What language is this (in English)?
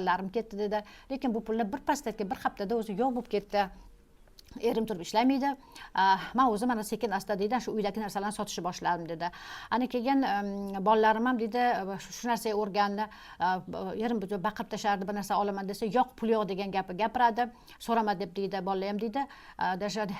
Uzbek